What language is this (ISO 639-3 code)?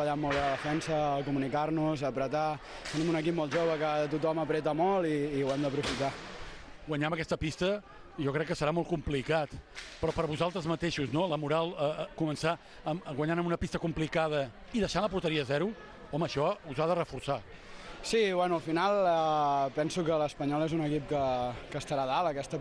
cat